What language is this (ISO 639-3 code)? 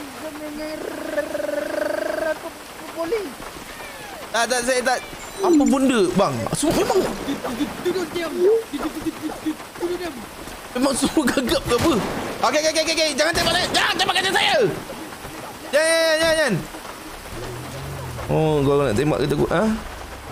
msa